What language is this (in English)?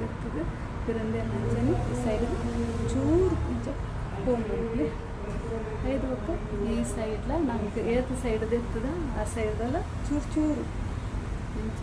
Tulu